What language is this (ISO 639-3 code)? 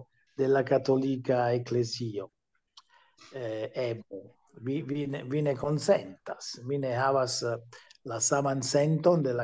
epo